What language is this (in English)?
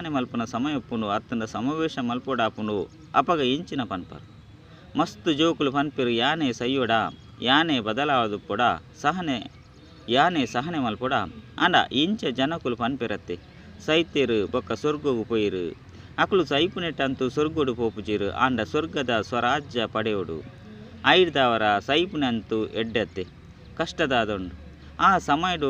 Tulu